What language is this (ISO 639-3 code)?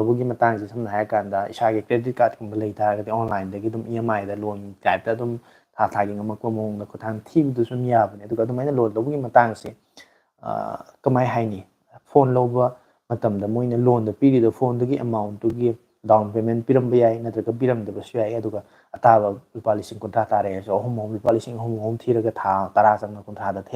mni